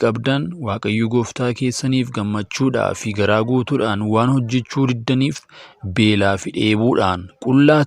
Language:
Oromo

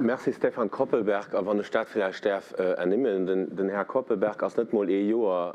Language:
Luxembourgish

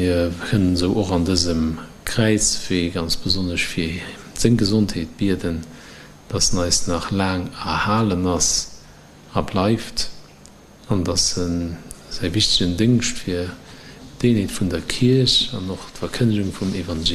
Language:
Luxembourgish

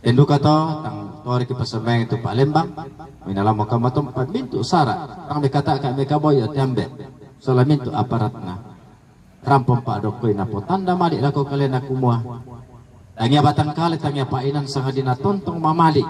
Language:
Toraja-Sa'dan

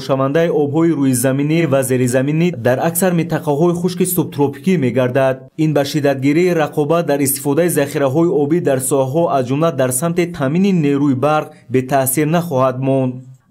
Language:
Tajik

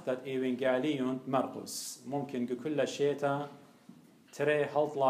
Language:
Assyrian Neo-Aramaic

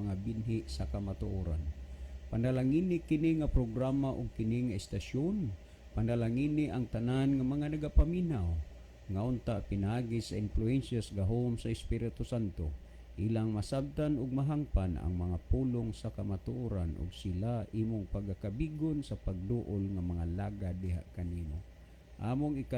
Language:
Cebuano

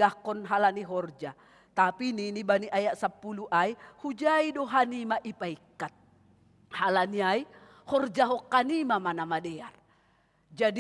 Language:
Batak Simalungun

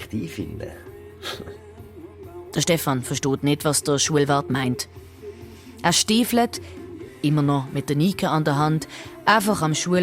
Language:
Swiss German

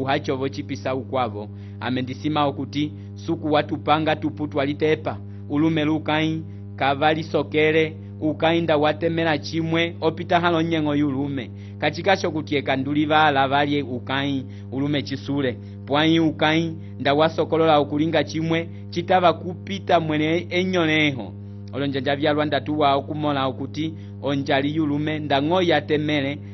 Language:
Umbundu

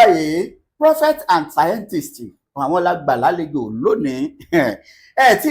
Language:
Yoruba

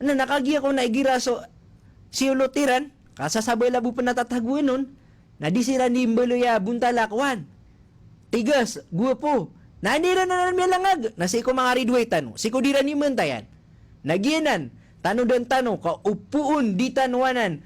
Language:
Maranao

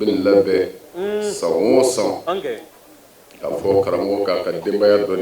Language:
Bambara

